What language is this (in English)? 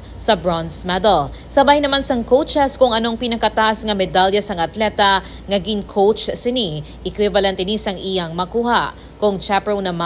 Hiligaynon